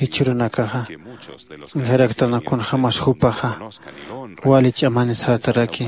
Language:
Aymara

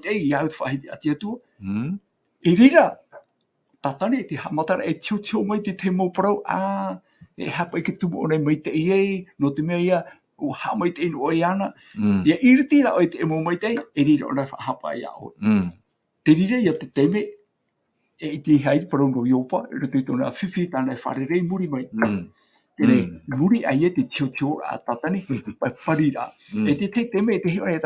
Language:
Tahitian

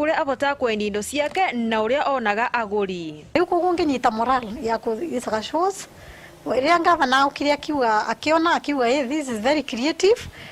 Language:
Meru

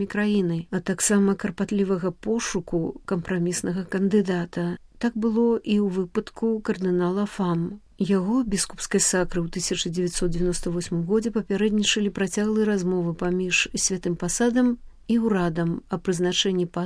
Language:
Belarusian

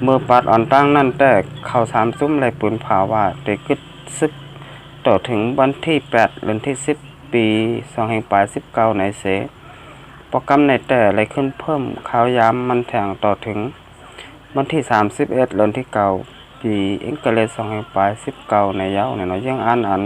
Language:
Shan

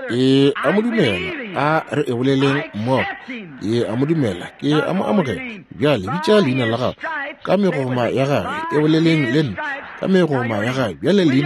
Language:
Northern Sotho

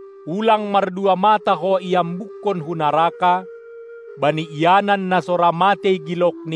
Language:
Batak Simalungun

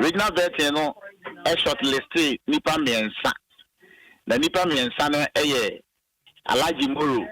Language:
Akan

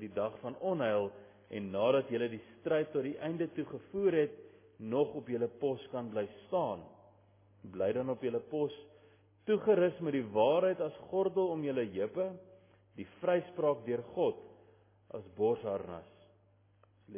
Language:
Afrikaans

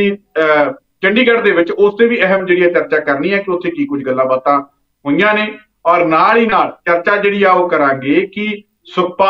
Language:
Punjabi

